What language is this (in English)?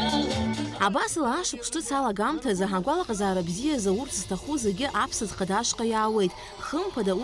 Abkhazian